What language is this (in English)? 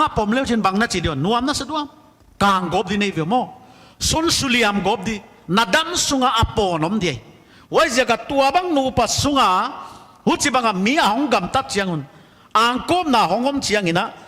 Paite Chin